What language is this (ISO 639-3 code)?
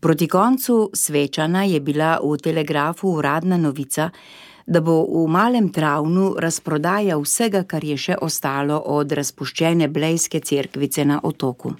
slv